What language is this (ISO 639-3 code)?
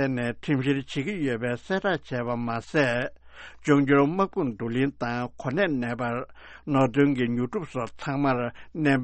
bod